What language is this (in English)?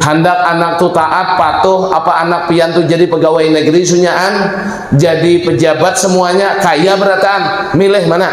Banjar